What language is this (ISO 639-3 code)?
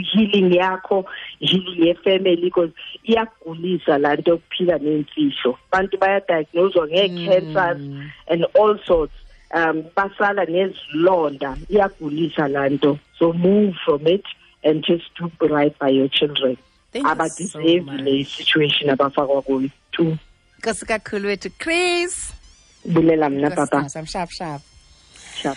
xho